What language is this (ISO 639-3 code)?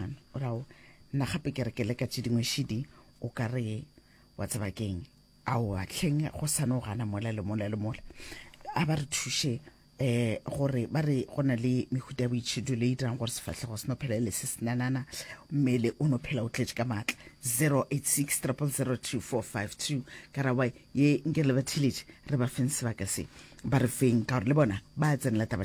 nso